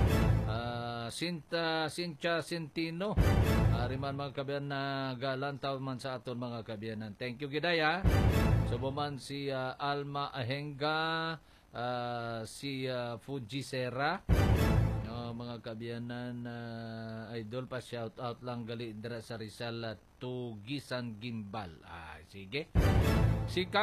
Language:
Hiligaynon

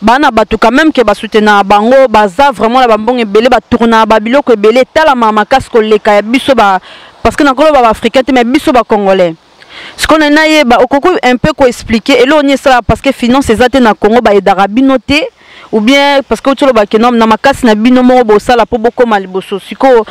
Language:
Lingala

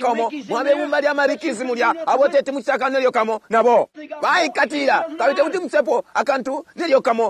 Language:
Bemba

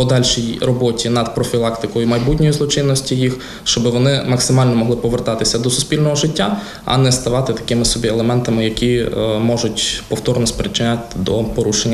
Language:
Ukrainian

